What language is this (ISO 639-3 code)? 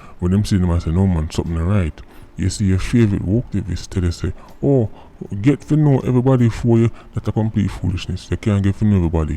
jam